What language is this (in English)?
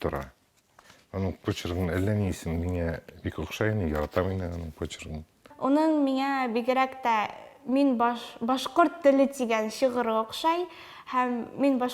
Bashkir